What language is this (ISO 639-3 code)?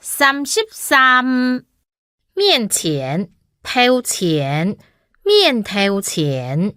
hak